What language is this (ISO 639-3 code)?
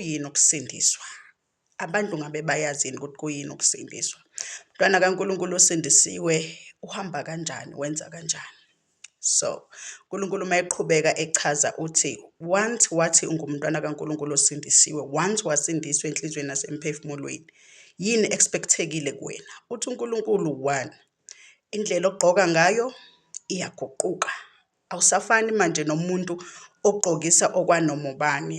zul